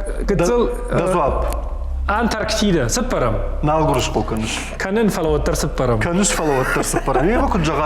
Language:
Ossetic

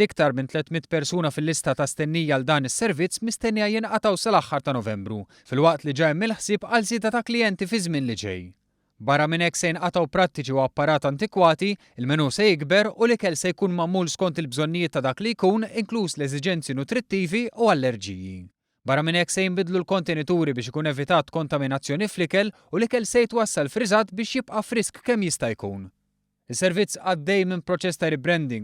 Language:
Maltese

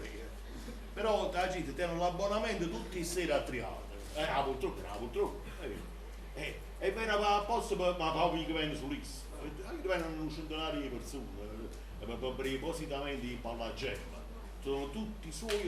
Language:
Neapolitan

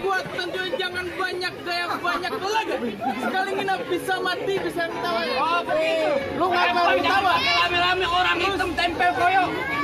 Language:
Betawi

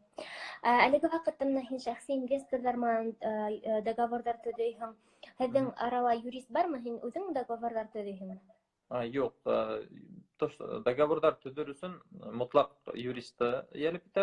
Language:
Bashkir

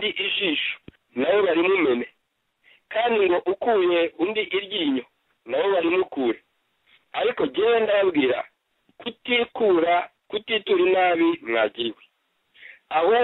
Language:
Kinyarwanda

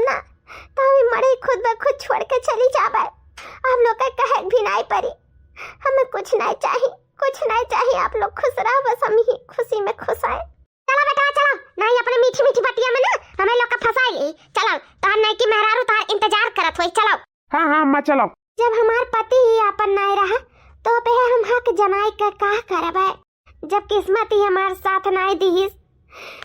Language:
Awadhi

